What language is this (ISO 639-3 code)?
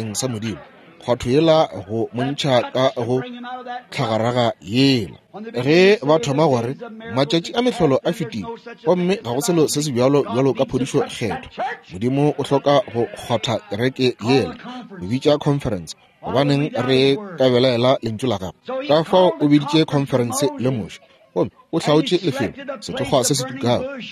nso